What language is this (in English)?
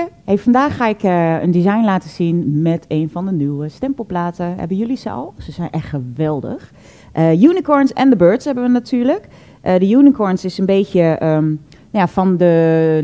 Dutch